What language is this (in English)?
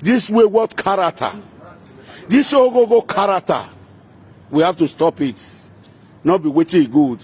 Nigerian Pidgin